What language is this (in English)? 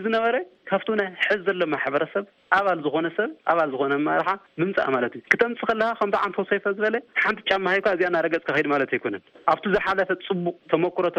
Tigrinya